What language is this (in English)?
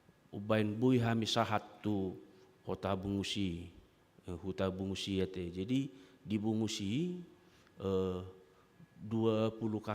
Batak Toba